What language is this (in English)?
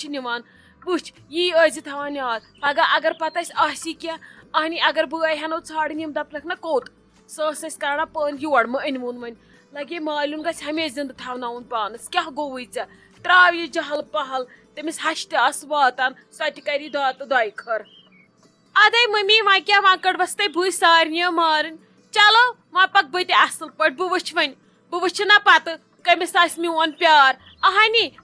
Kashmiri